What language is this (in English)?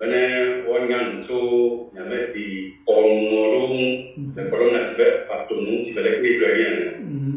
Ewe